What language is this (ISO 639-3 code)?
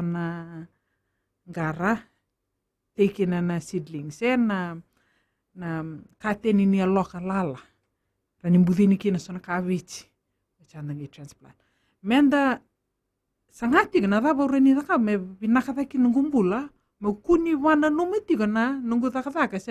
fij